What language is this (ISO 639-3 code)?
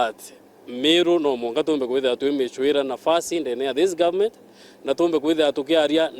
mer